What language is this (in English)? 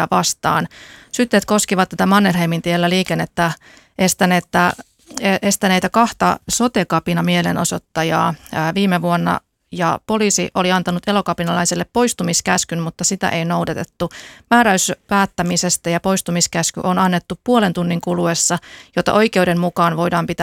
Finnish